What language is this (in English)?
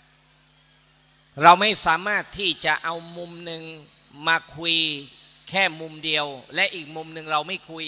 Thai